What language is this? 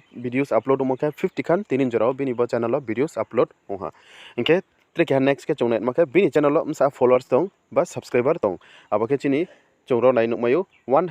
Riang (India)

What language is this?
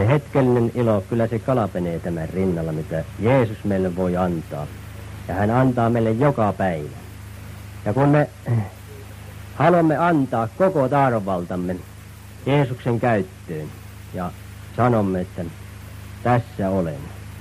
Finnish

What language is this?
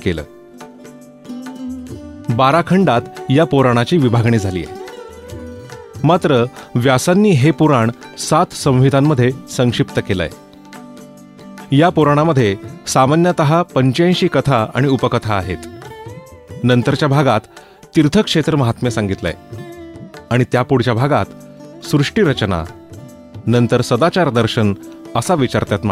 Marathi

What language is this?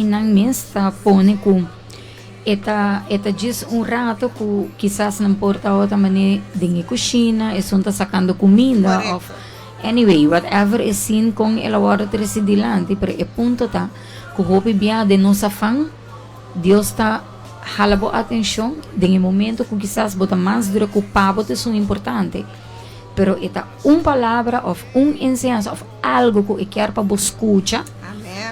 Papiamento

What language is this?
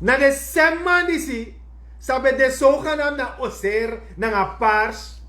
Sranan Tongo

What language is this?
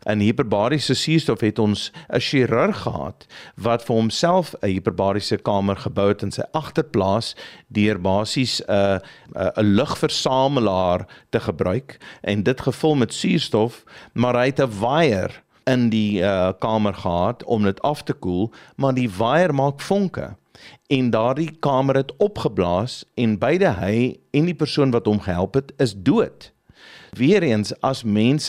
Afrikaans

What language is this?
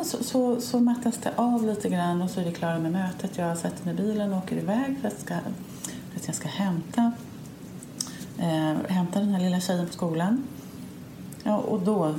Swedish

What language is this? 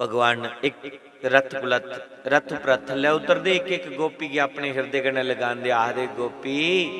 Dogri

